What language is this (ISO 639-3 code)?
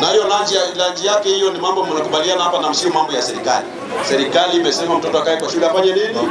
swa